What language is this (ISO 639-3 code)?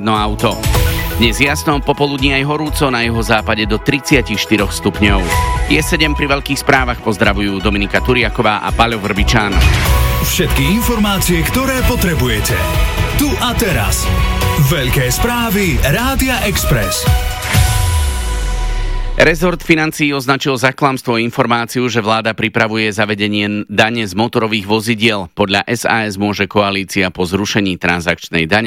slk